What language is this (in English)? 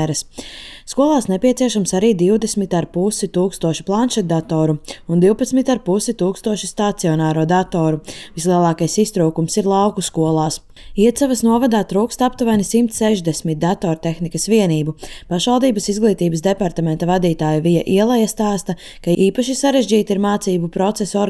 Latvian